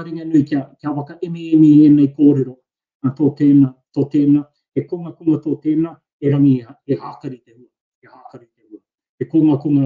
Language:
Māori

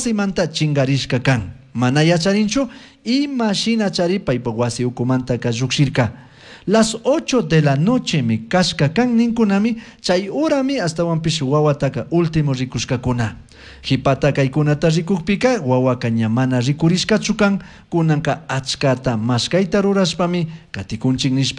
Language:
Chimborazo Highland Quichua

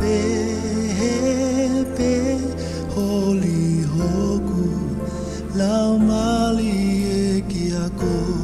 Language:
Tongan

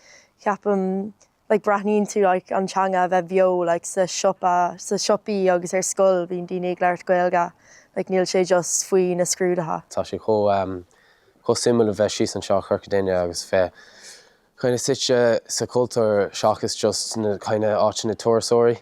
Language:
Irish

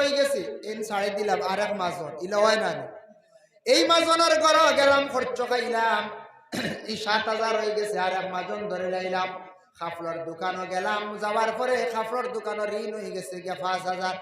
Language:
Sylheti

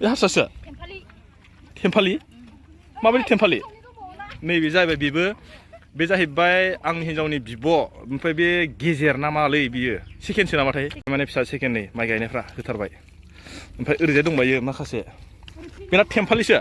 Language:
Bodo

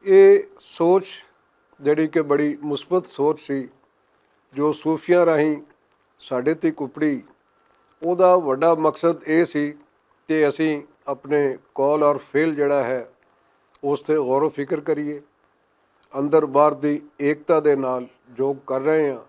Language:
Western Panjabi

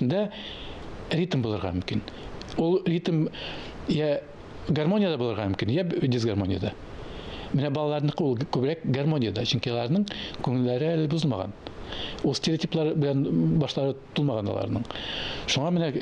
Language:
Tatar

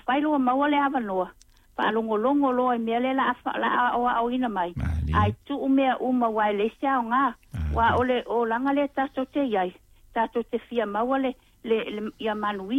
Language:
Samoan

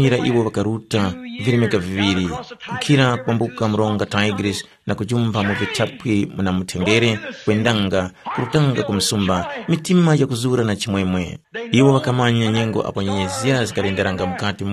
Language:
Tumbuka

